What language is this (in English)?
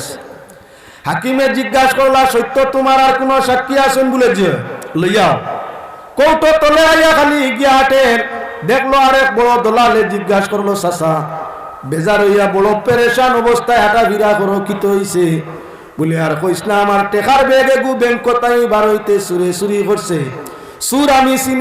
Sylheti